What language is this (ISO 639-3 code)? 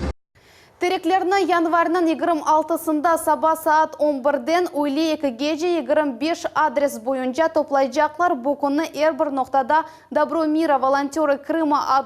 crh